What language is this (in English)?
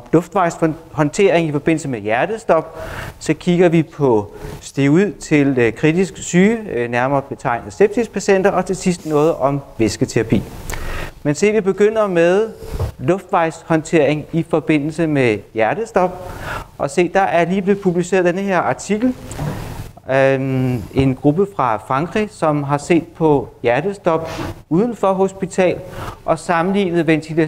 Danish